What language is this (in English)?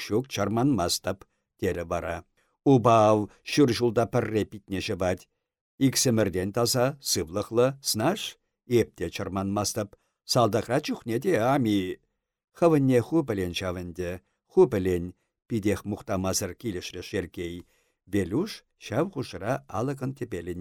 Chuvash